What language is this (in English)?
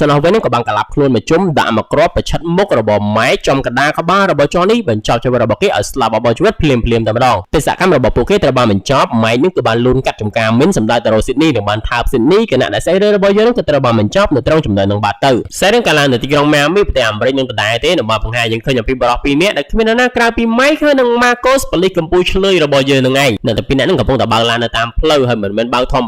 Khmer